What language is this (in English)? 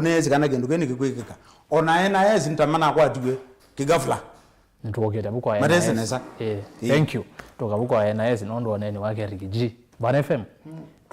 Kamba